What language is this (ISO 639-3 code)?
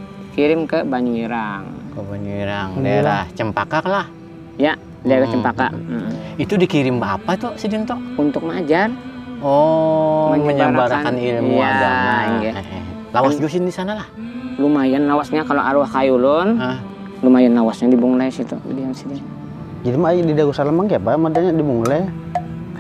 bjn